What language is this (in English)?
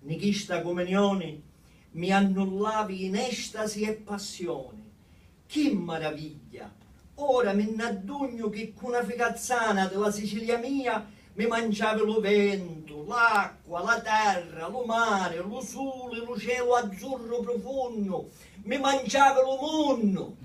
Sicilian